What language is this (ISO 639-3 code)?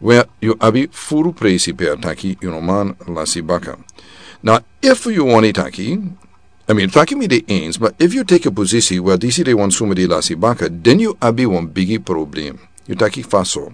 srn